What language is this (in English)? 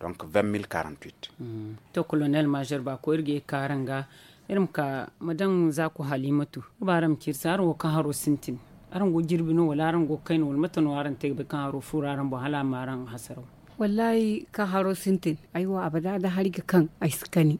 Zarma